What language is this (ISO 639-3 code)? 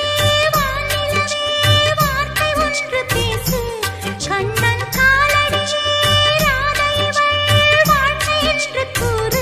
tam